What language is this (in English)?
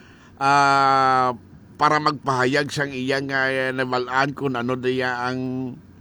Hiligaynon